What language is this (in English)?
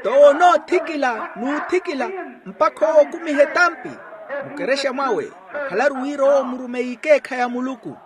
Makhuwa